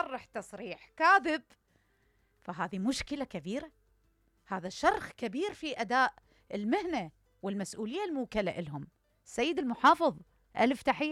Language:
Mesopotamian Arabic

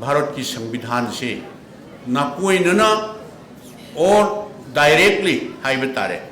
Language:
Manipuri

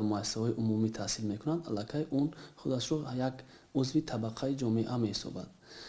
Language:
Tajik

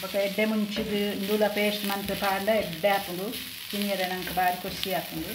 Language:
Tulu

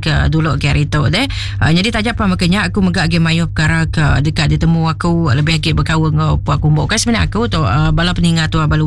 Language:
Iban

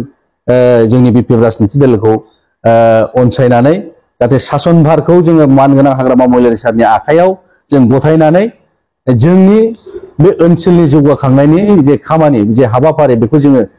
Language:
Bodo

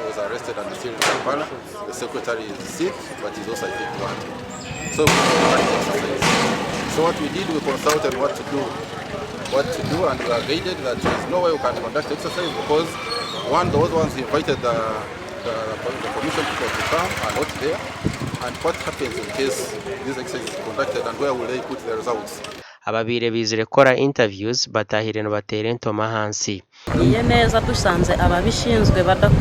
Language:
Nyankole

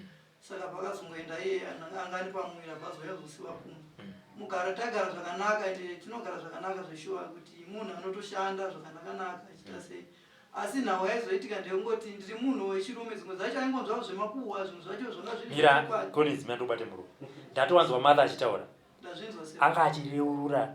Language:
Shona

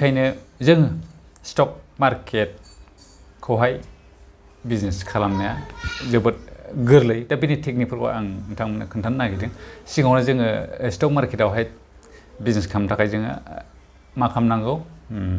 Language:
Bodo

